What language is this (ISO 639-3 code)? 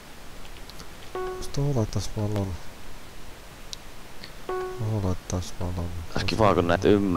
fin